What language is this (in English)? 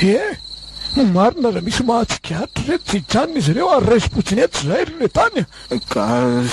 Malagasy